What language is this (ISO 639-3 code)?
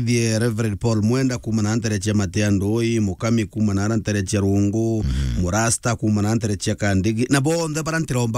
mer